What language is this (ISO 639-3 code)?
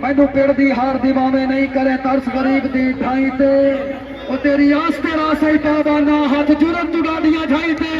skr